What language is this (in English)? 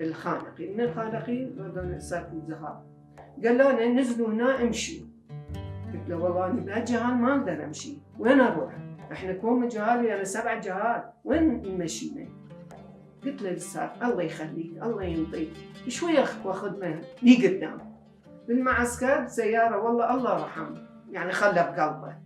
Mesopotamian Arabic